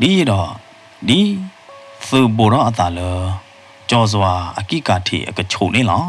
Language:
S'gaw Karen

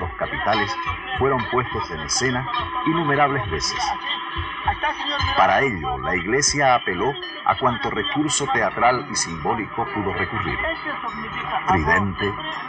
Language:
Spanish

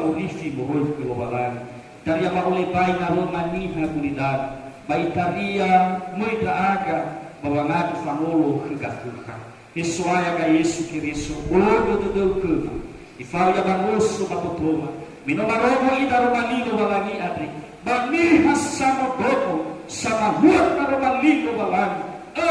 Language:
Nias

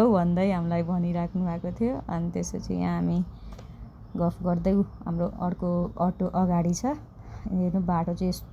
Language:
Nepali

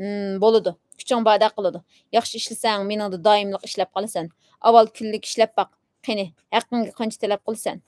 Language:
Uyghur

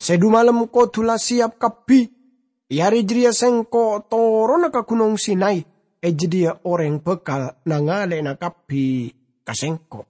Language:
Madurese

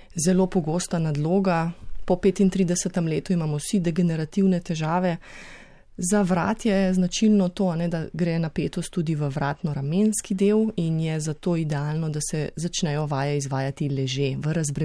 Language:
Slovenian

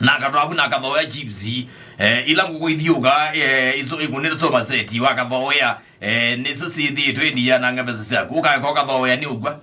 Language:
Kamba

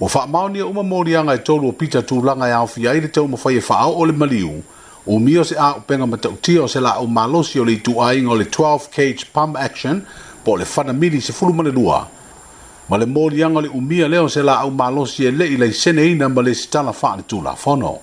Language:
Samoan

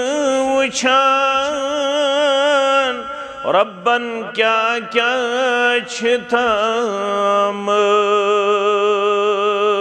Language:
Kashmiri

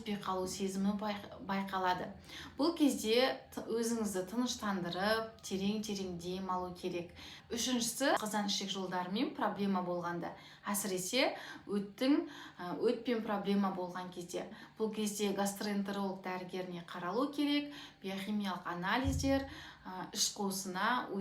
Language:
Kazakh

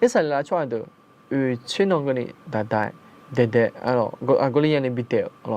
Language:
Akha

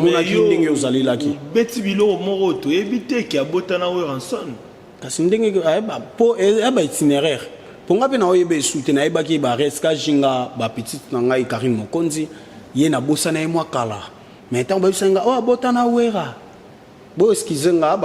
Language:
Lingala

